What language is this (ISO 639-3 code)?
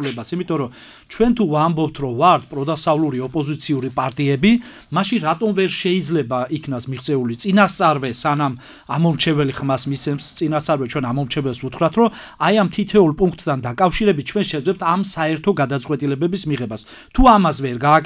kat